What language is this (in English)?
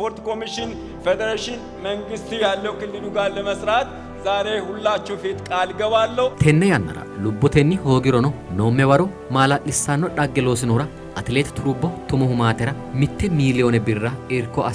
Sidamo